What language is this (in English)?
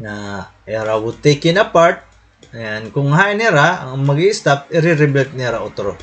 Waray